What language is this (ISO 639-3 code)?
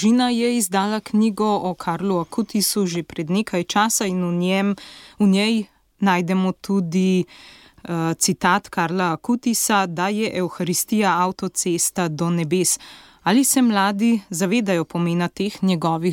slv